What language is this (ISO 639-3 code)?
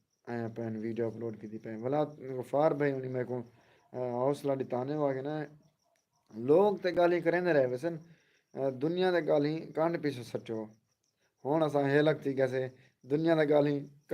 skr